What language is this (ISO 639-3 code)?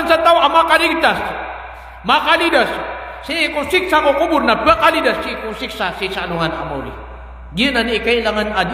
mrw